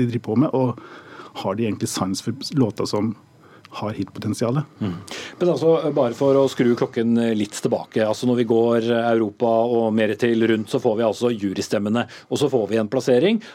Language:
Norwegian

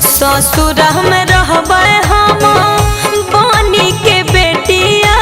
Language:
Magahi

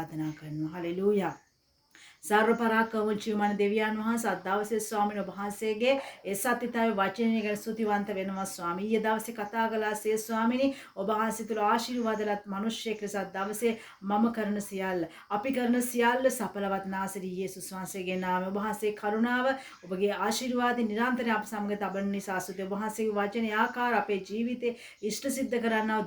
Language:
Sinhala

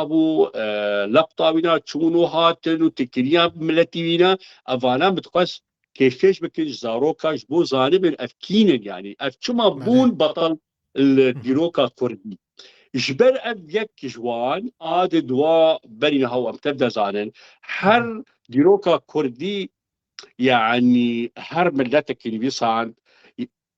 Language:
Kurdish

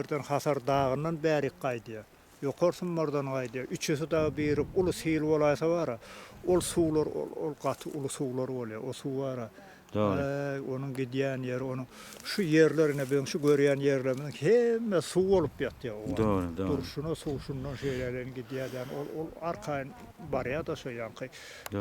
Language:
Turkmen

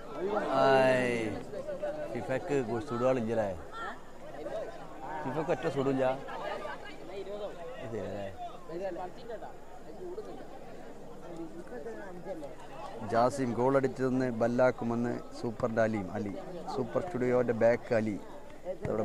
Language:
Malayalam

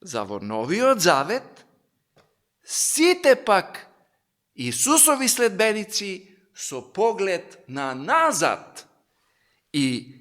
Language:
Macedonian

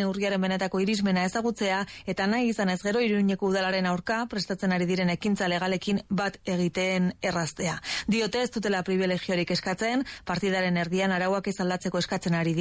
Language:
Basque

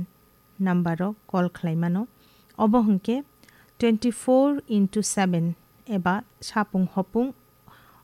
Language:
Kok Borok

